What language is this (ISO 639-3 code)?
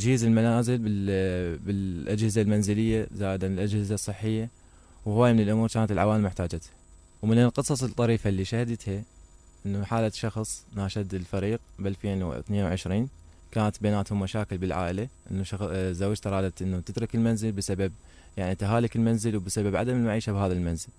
acm